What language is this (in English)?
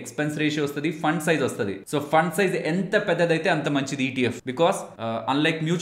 Telugu